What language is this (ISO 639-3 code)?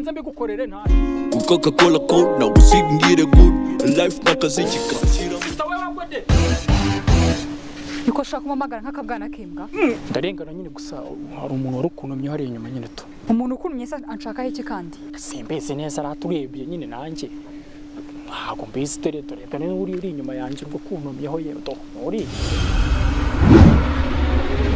kin